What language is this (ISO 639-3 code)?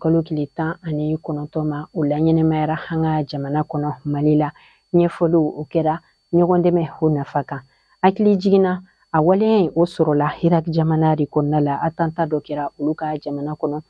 bam